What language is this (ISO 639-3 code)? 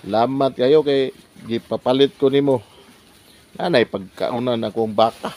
ceb